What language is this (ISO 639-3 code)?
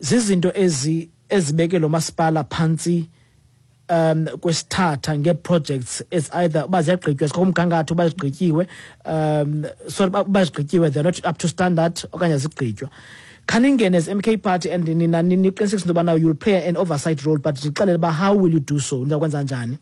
xho